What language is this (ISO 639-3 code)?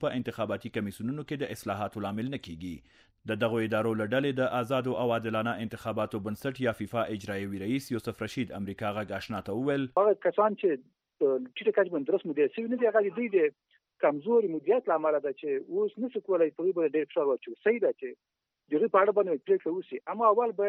pus